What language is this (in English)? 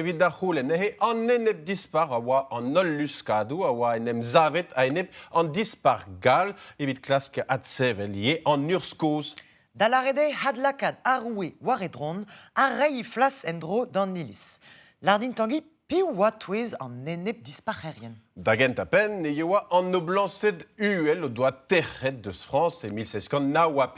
Breton